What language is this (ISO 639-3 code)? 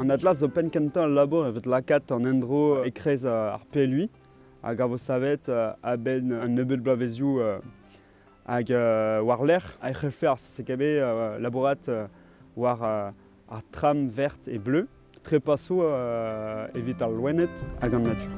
bre